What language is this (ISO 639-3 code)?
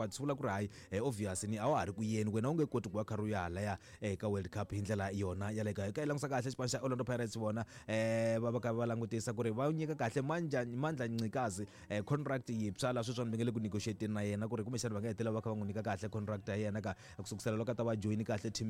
tso